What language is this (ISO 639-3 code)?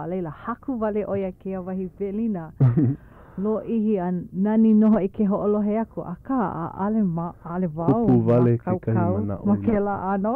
haw